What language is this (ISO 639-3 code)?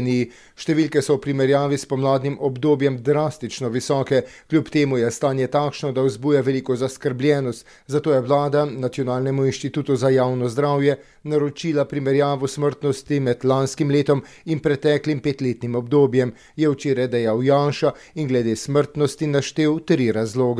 slv